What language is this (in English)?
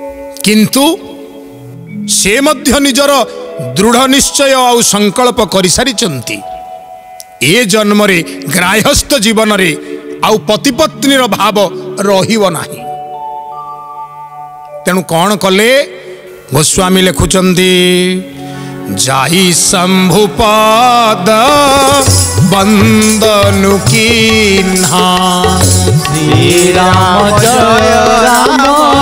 Odia